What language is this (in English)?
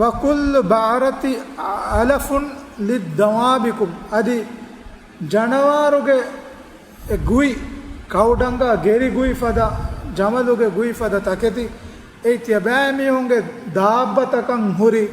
Divehi